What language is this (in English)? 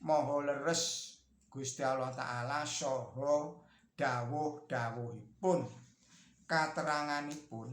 Javanese